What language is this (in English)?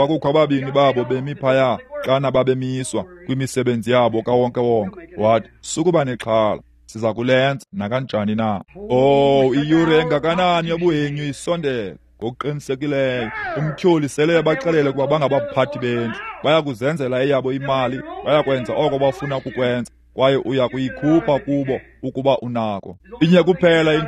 Xhosa